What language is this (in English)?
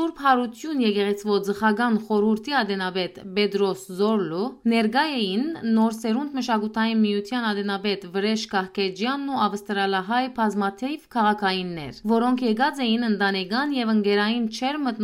Western Armenian